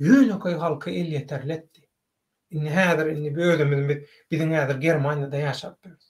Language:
Turkmen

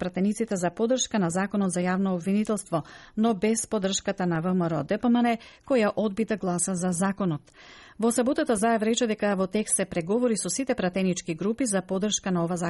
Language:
Macedonian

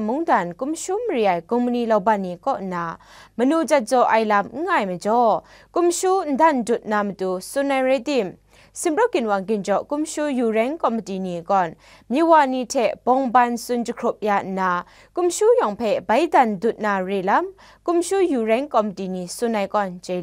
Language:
Kachin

